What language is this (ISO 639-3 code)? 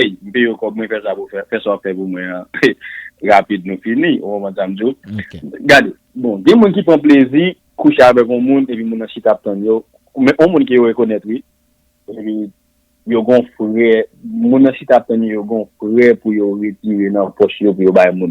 hat